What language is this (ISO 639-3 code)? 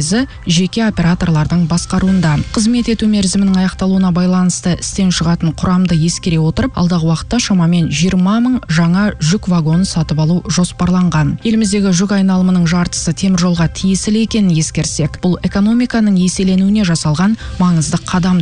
kaz